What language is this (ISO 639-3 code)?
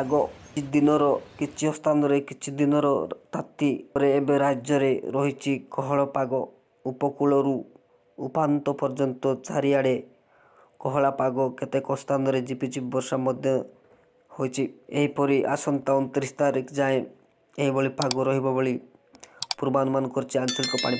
ori